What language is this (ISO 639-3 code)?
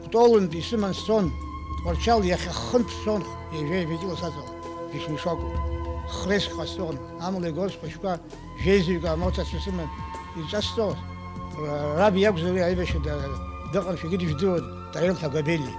abk